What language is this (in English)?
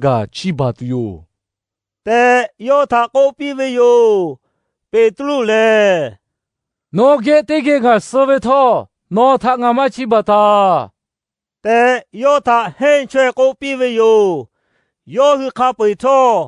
Lahu